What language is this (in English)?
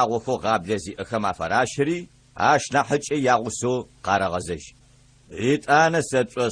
Adyghe